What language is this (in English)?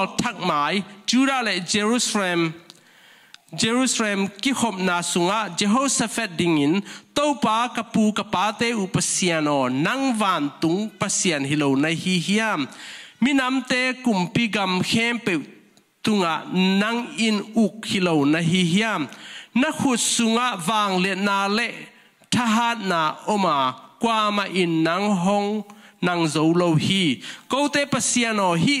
Tedim Chin